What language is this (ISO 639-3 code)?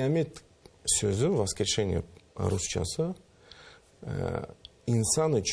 crh